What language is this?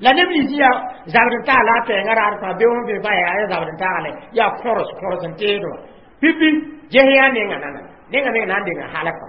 Mossi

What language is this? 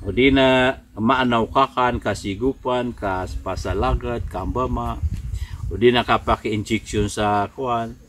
Maranao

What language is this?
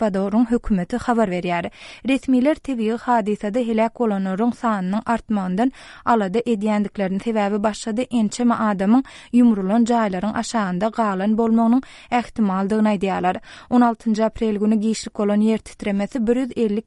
Turkmen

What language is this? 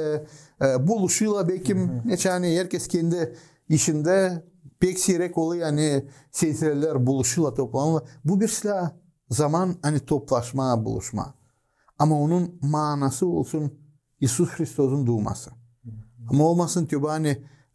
Gagauz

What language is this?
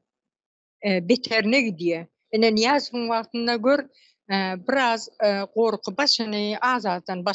Turkmen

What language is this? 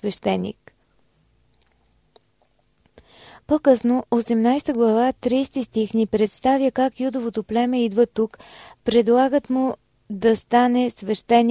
Bulgarian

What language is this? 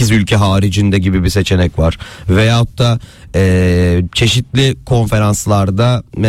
Turkish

